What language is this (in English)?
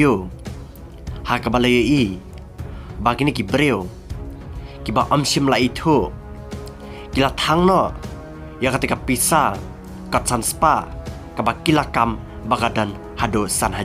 Khasi